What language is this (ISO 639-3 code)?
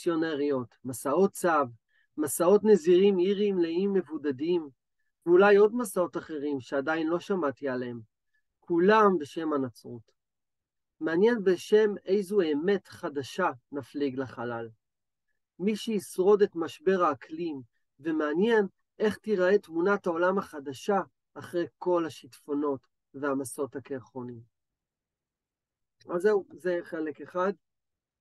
heb